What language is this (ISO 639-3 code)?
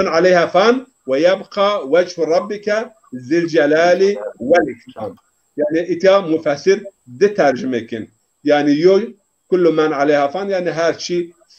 zza